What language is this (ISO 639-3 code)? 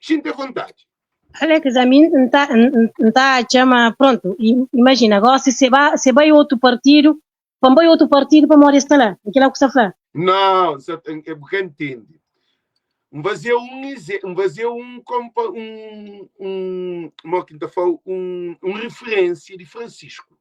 kea